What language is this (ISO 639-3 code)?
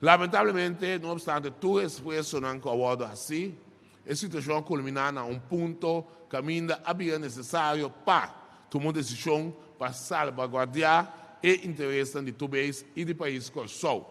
pap